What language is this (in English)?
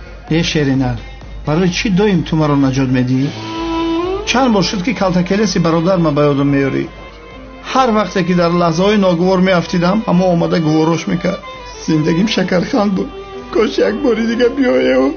Tajik